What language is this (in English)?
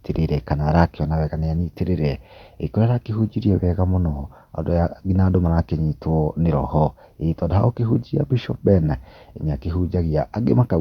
Kikuyu